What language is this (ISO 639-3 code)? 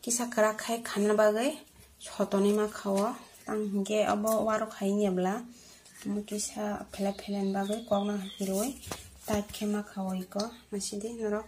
trp